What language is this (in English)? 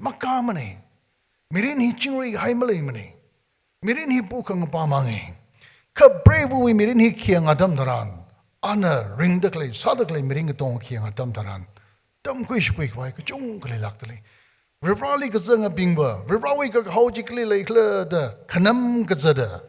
Tangkhul Naga (India)